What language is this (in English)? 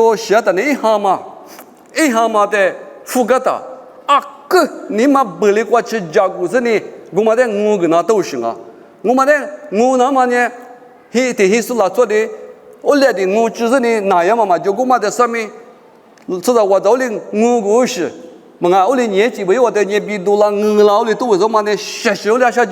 Lisu